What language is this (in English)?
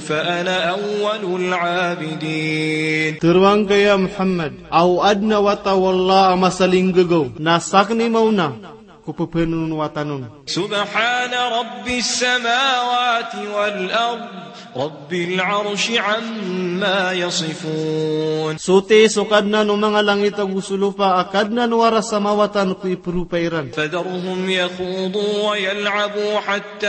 Maranao